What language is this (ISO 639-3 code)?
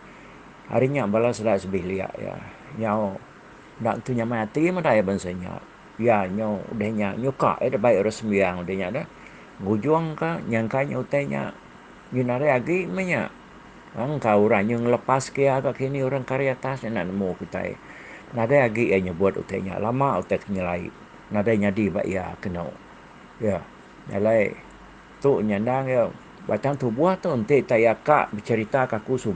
iba